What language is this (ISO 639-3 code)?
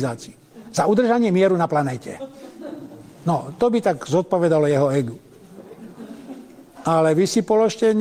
slk